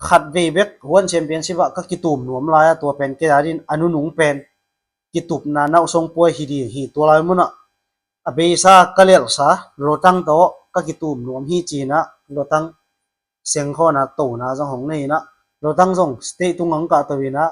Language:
Tedim Chin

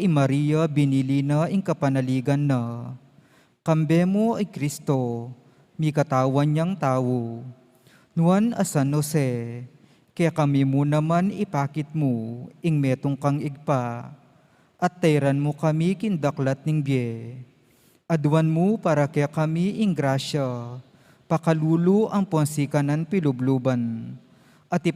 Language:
Pampanga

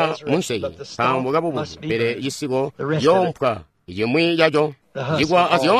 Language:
Tonga (Zambia)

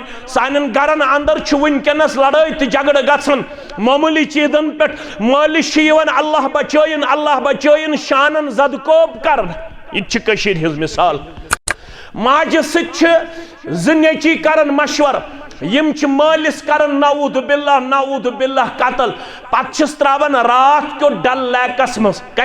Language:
Kashmiri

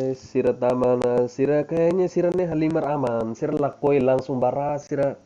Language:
Tetum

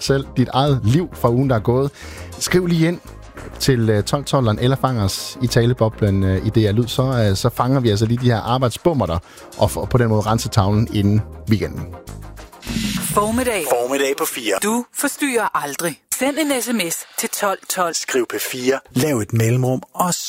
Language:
Danish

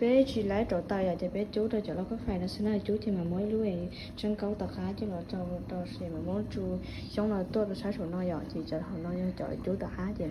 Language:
Hmong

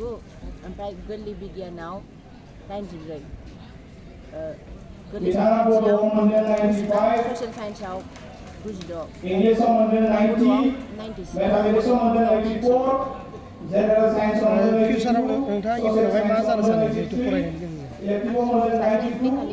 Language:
Bodo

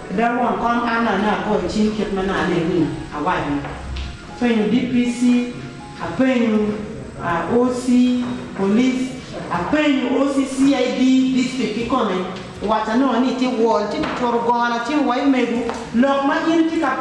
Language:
Acoli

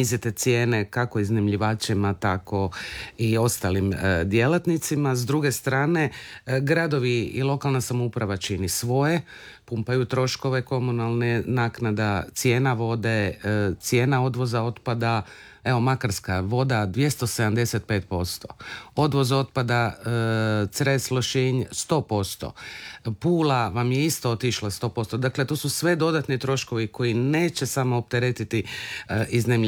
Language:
Croatian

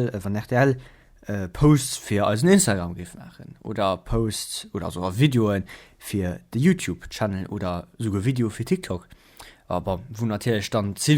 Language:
Luxembourgish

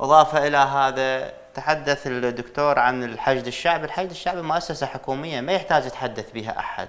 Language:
Mesopotamian Arabic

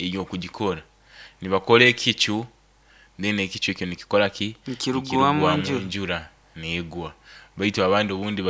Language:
Nyoro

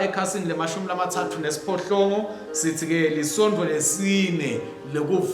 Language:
Swati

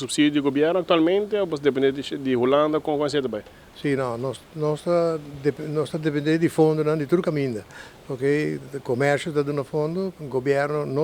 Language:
Papiamento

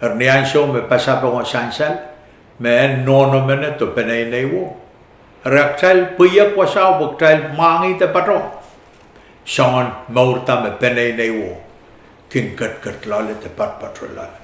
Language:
Pohnpeian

